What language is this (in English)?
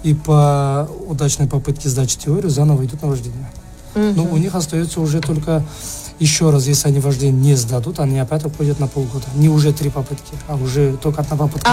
Russian